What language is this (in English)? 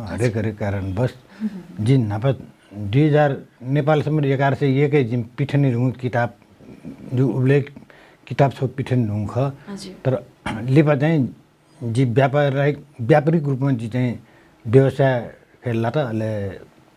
Newari